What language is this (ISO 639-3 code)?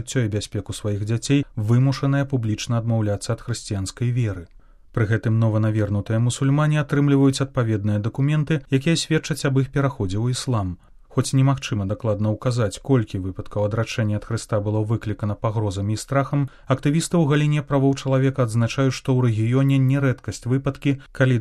bel